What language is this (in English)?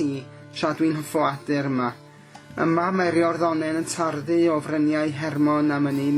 Welsh